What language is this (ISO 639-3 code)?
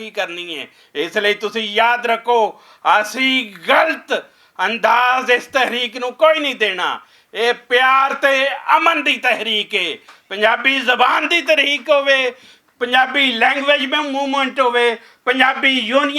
lah